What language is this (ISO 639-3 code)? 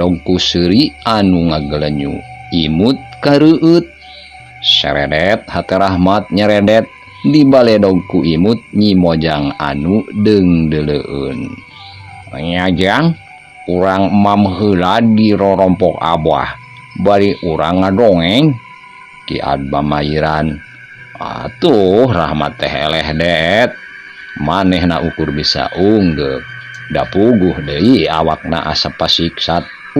sun